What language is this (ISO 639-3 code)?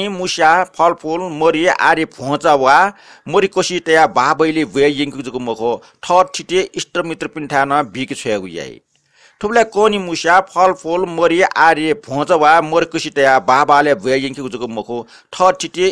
new